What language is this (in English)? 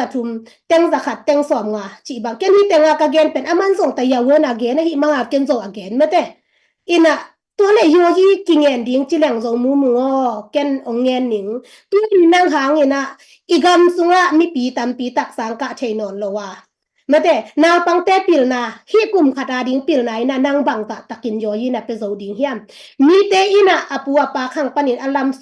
Tedim Chin